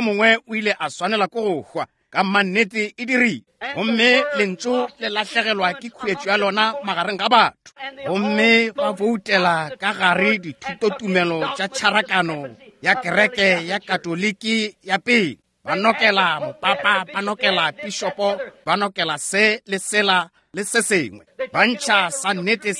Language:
Northern Sotho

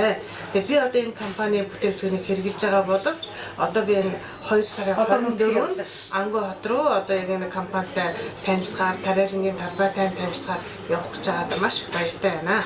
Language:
Mongolian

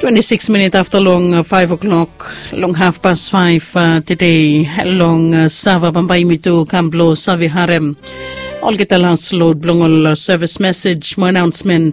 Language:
Bislama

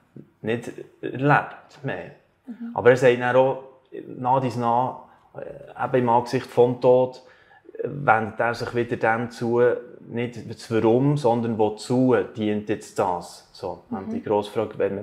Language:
Swiss German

